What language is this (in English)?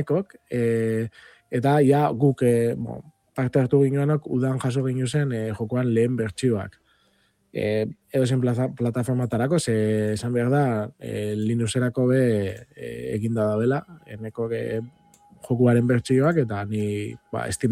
Basque